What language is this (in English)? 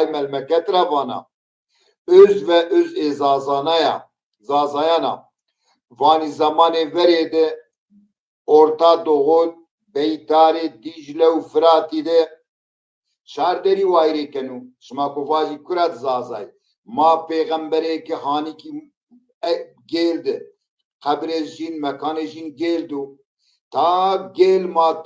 Zaza